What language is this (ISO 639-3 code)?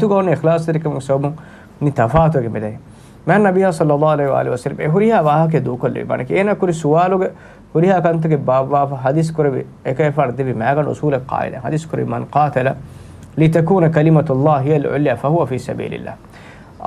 div